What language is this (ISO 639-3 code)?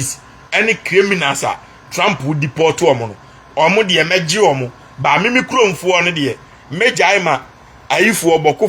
aka